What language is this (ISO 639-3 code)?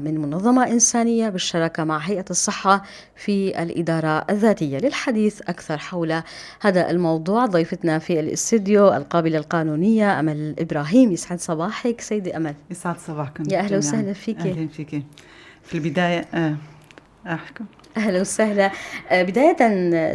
apc